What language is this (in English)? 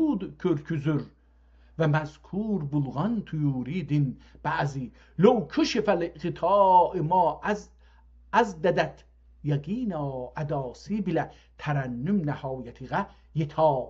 South Azerbaijani